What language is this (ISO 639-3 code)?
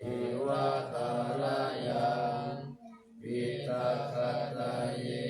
pli